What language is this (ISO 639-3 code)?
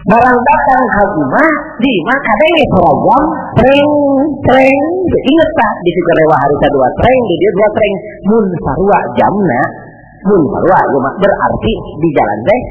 sun